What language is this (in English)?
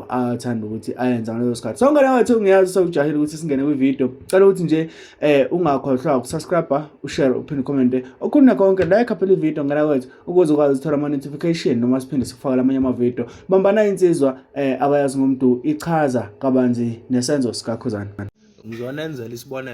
Zulu